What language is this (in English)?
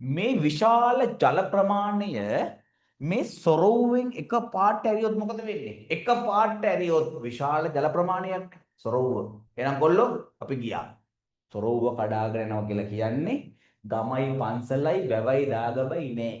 Sinhala